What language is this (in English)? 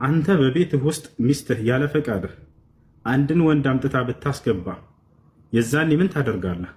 Amharic